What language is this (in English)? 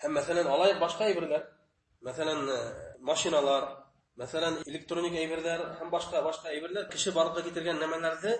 Bashkir